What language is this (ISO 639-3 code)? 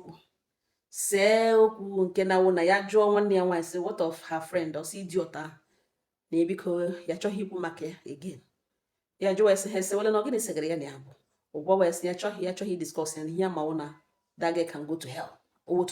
ibo